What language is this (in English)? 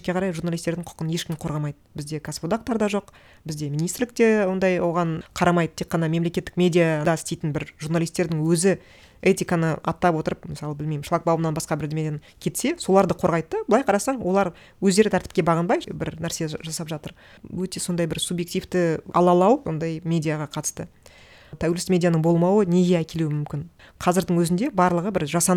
Kazakh